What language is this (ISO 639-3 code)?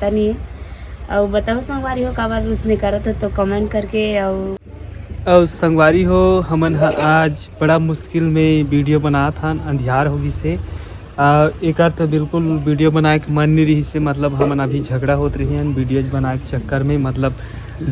hne